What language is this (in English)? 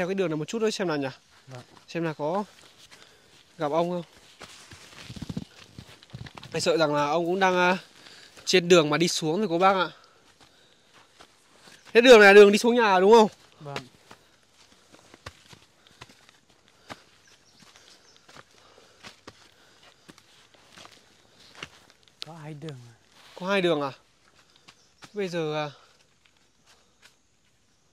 Vietnamese